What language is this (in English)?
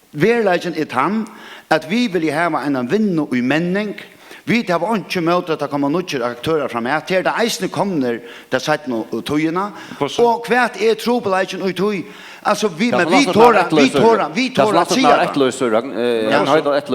Faroese